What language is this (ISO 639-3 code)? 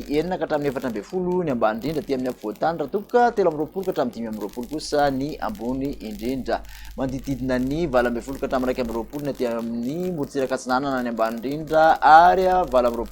mlg